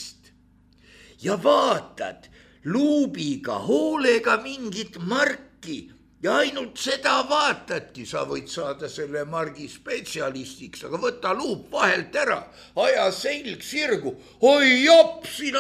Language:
Estonian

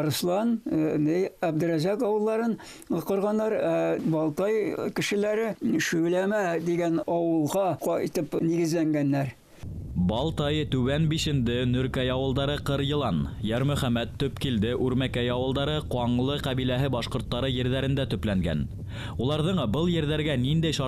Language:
Bashkir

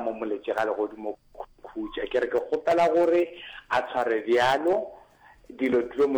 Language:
Northern Sotho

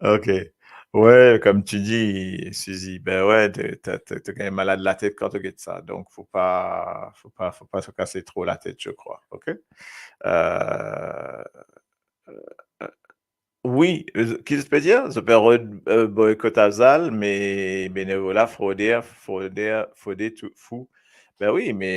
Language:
Morisyen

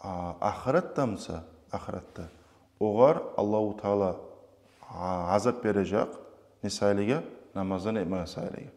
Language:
Kumyk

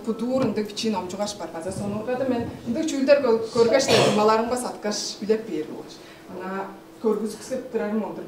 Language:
Tuvinian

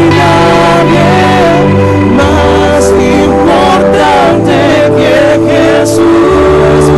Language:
Spanish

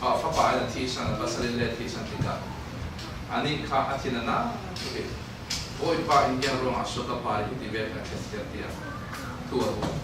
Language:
Falam Chin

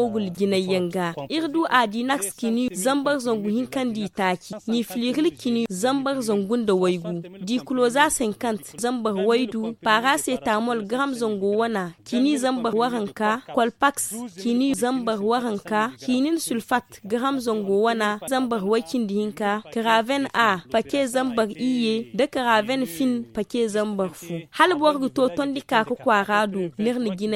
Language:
Zarma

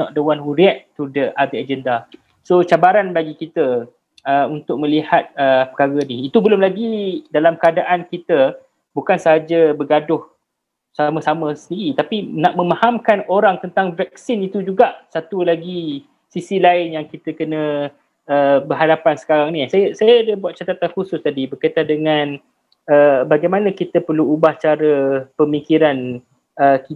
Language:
Malay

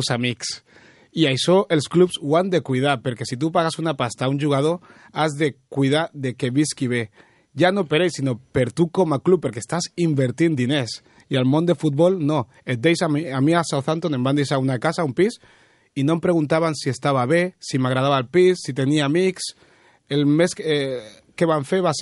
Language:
Catalan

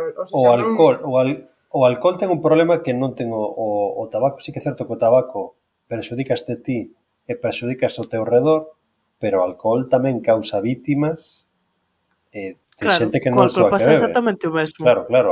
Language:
Galician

